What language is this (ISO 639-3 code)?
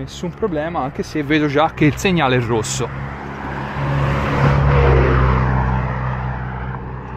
ita